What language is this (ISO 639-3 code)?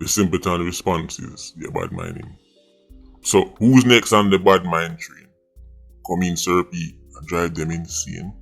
jam